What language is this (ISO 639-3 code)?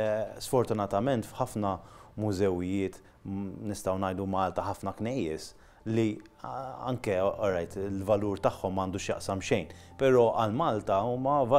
mlt